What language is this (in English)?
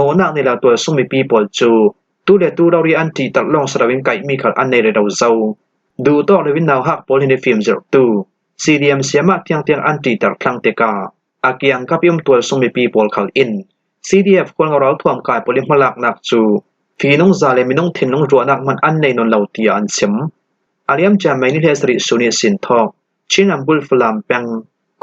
Falam Chin